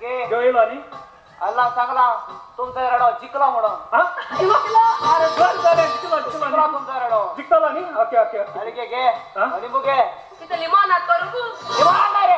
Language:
Konkani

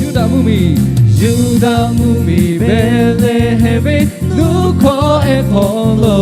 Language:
Lahu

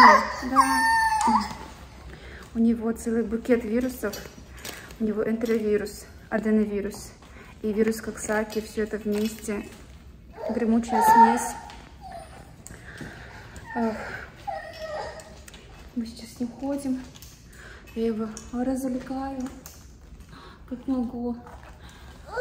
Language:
Russian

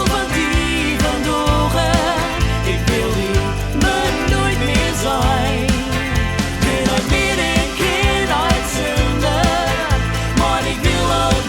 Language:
Gronings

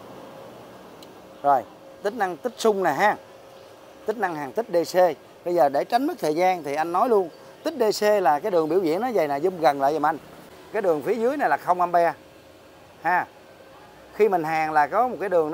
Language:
Vietnamese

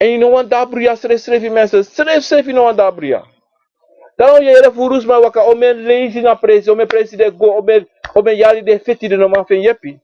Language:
Sranan Tongo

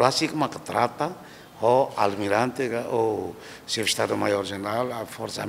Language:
Tetum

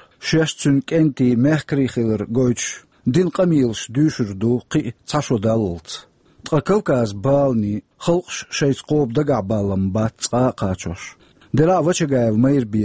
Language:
Chechen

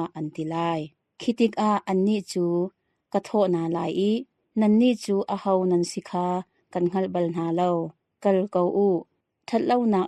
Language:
Hakha Chin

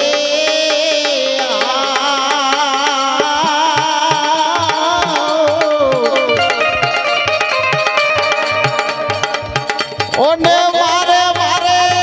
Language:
Gujarati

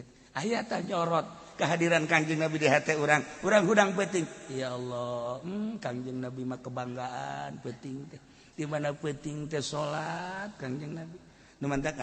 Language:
Sundanese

